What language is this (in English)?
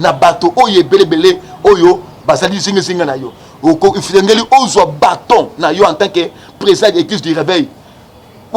Lingala